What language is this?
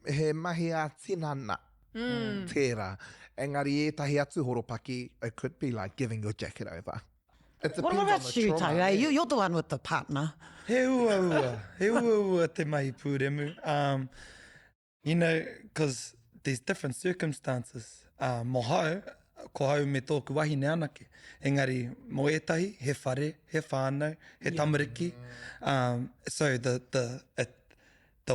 Māori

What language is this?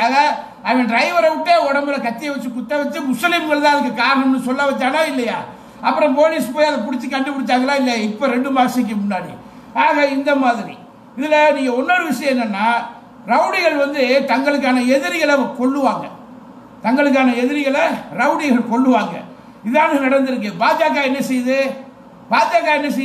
Tamil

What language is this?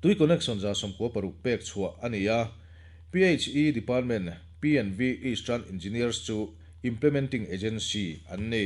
Mizo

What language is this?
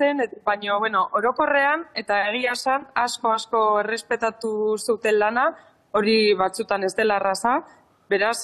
Basque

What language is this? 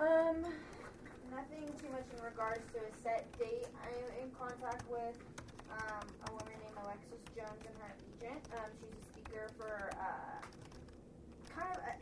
English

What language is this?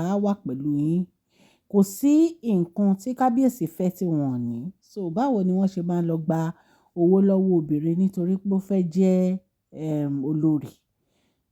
Yoruba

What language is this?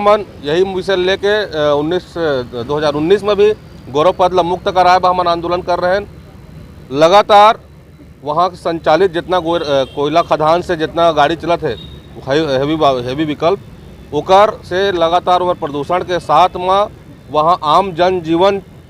Chhattisgarhi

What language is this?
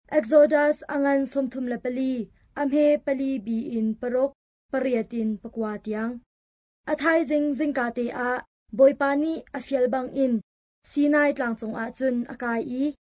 Hakha Chin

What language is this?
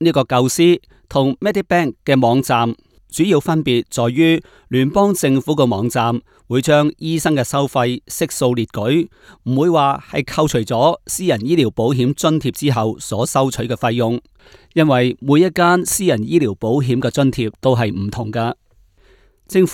Cantonese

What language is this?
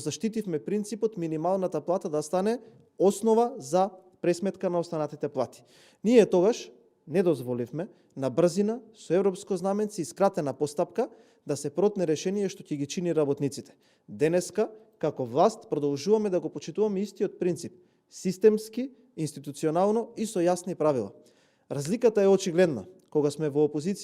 Macedonian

